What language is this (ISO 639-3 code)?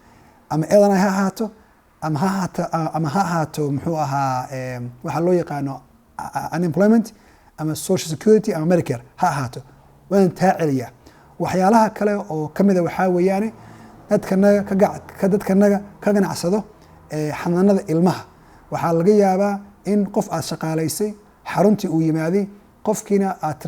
som